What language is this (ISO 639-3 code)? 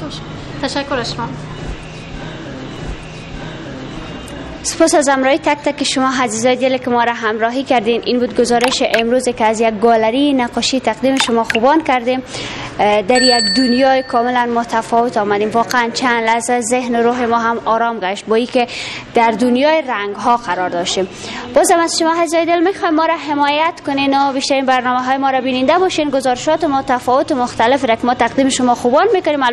fas